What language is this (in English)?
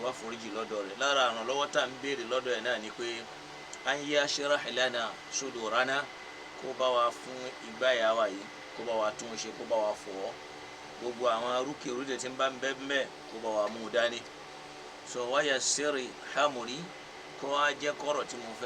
Yoruba